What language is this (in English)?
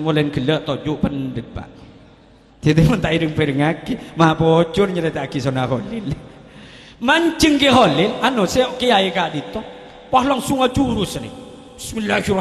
Madurese